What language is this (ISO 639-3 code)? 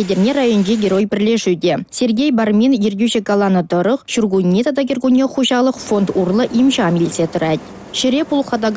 chv